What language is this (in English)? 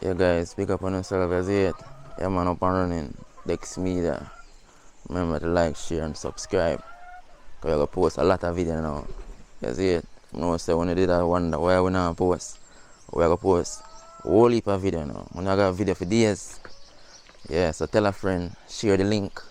Jamaican Creole English